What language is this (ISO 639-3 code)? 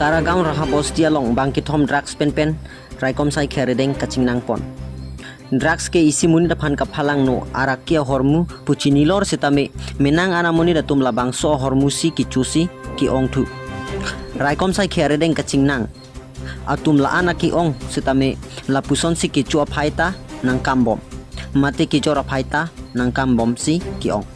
mjw